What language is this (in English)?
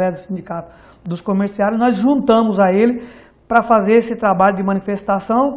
Portuguese